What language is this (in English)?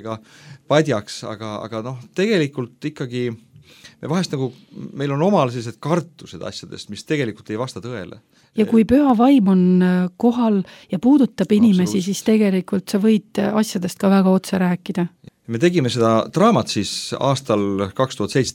Estonian